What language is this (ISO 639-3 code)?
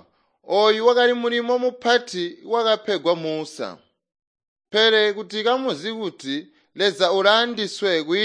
toi